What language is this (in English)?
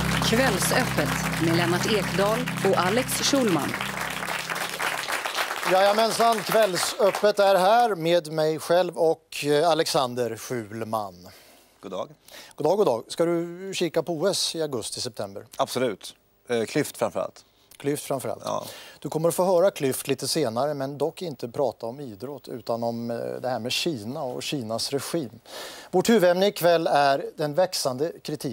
Swedish